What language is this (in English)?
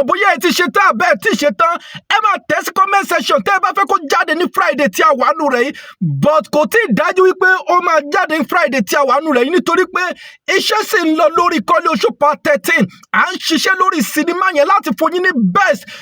Yoruba